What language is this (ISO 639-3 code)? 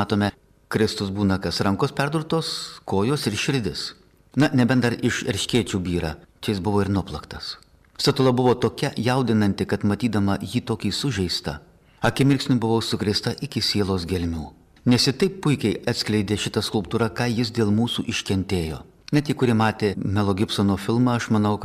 lit